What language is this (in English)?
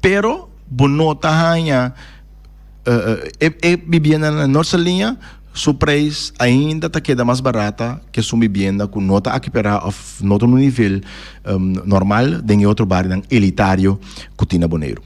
Papiamento